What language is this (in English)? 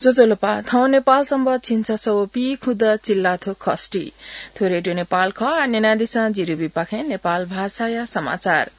Newari